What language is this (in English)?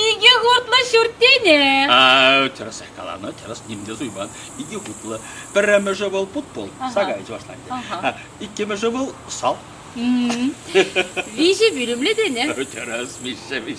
Chuvash